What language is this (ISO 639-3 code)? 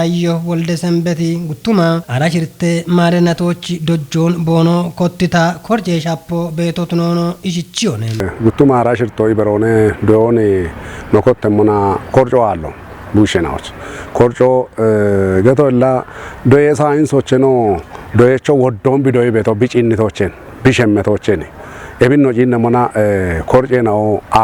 kbr